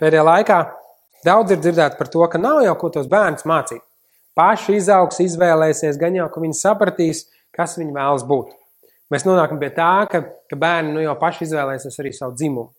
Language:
Latvian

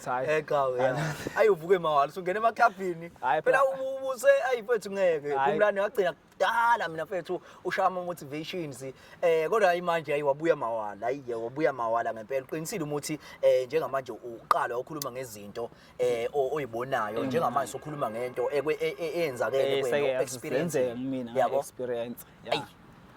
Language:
Zulu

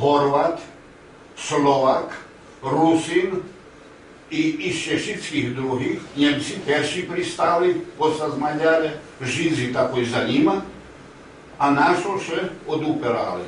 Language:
Rusyn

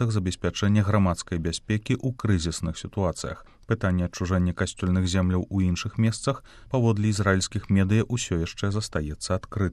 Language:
Belarusian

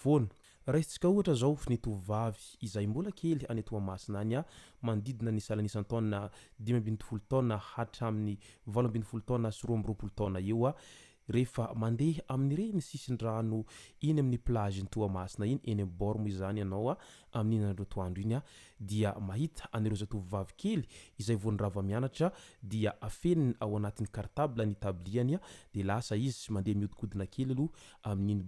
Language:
Malagasy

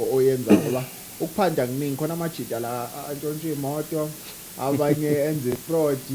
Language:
Zulu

